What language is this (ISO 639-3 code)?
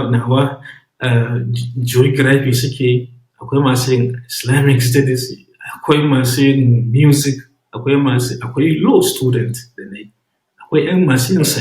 hau